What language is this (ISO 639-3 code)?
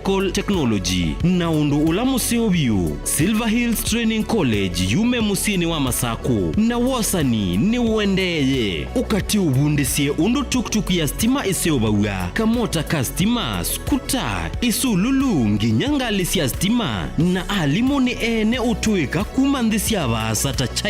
kam